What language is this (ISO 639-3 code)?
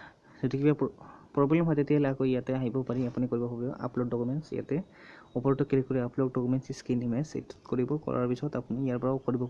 asm